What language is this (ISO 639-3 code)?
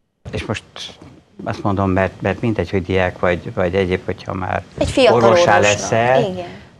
hun